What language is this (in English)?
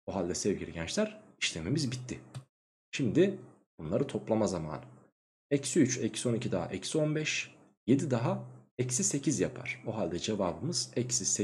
Turkish